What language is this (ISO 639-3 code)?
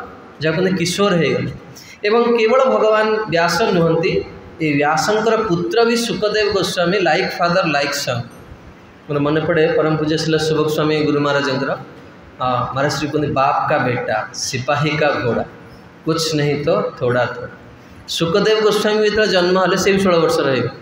ori